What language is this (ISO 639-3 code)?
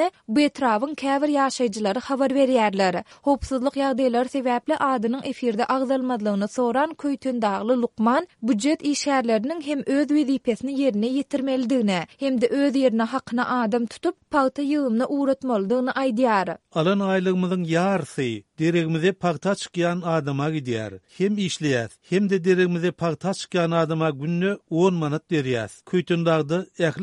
tuk